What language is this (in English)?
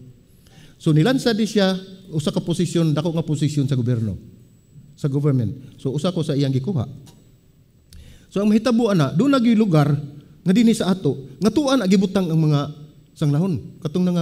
Cebuano